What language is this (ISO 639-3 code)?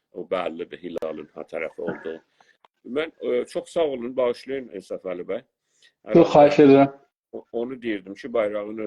azb